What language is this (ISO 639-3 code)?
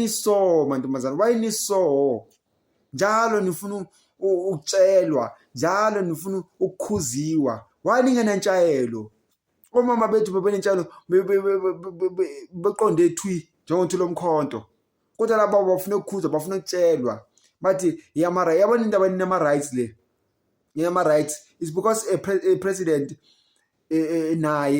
zul